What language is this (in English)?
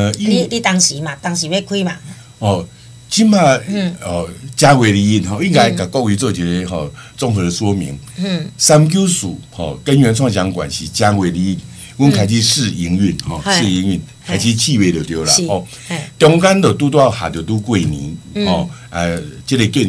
Min Nan Chinese